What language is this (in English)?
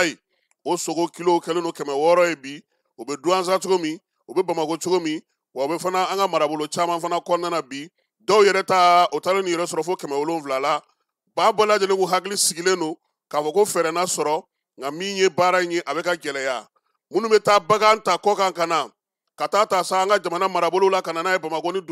Bambara